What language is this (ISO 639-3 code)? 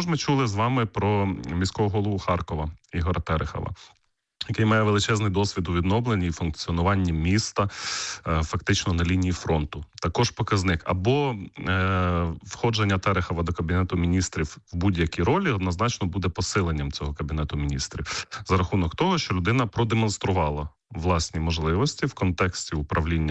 ukr